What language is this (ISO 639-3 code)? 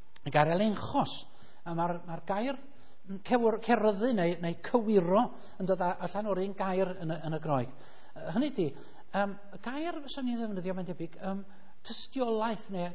cym